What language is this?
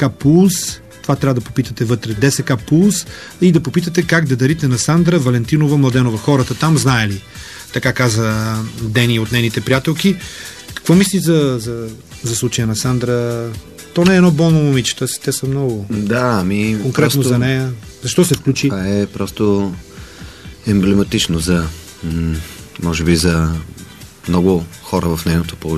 Bulgarian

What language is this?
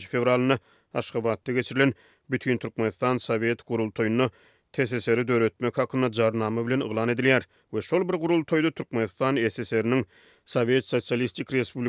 Turkmen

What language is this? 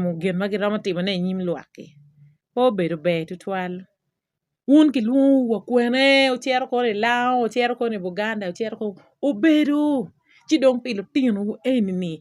Acoli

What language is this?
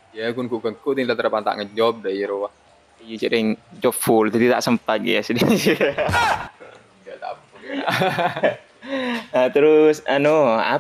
Madurese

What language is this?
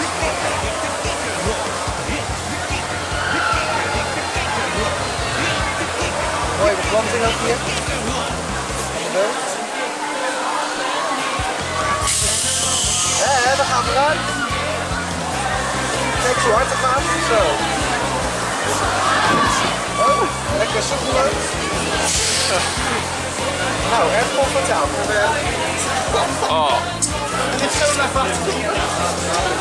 Dutch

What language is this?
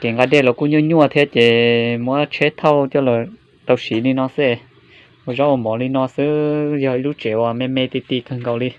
Hmong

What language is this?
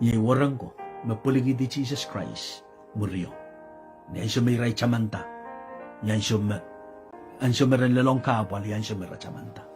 Pohnpeian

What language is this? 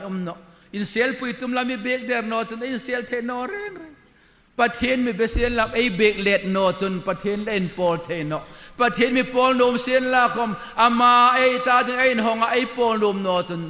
Hmar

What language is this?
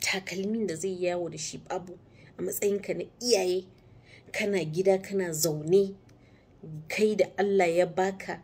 Hausa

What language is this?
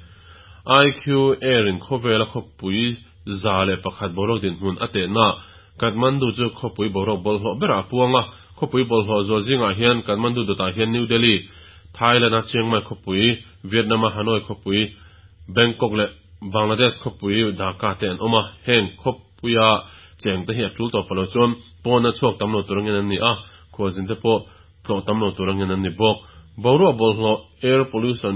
Mizo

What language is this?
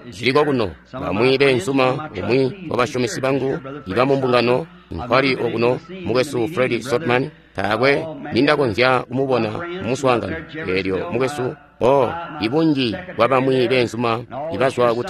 Tonga (Zambia)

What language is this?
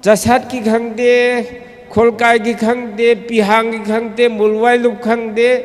Tangkhul Naga (India)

